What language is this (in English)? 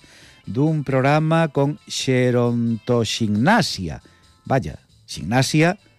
Galician